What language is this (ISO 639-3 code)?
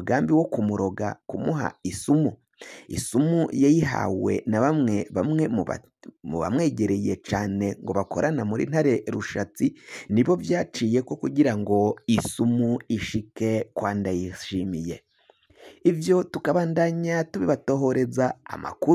run